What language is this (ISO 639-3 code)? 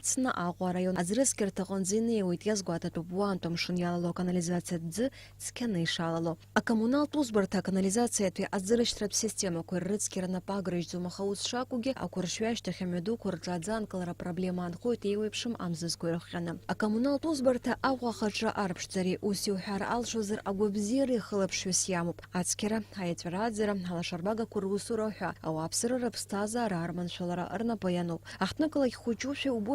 abk